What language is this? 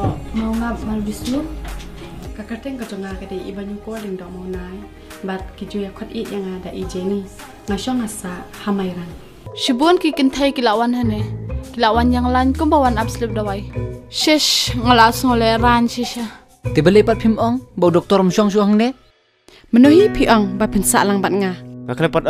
Khasi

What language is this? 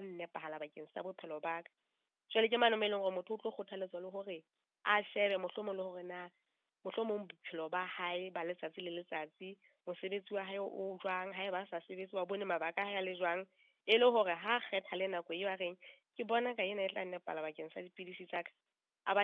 Southern Sotho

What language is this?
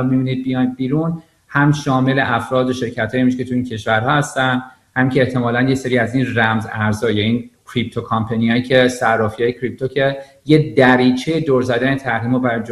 Persian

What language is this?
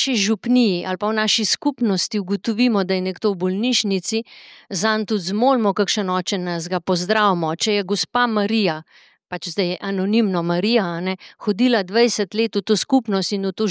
Slovenian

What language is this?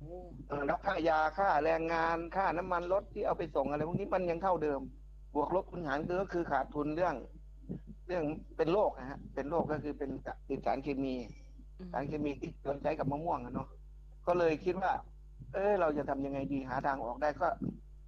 Thai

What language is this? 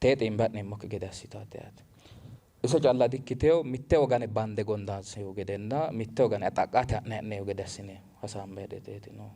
Sidamo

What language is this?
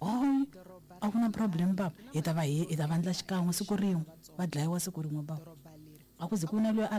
Tsonga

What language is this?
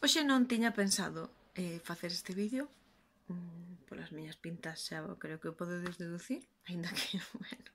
Galician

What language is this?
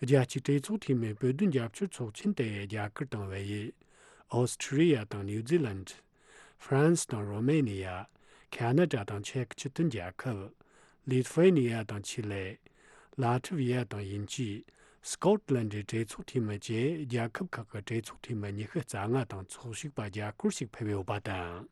Tibetan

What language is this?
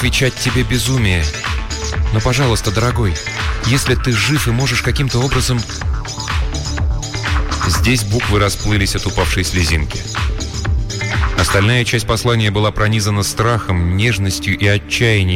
Russian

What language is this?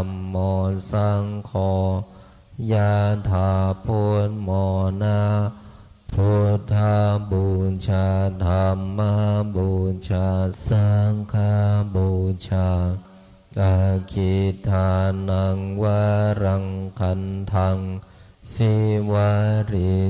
Pali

